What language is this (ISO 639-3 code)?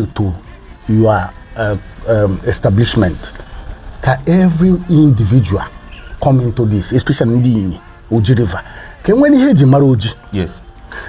ibo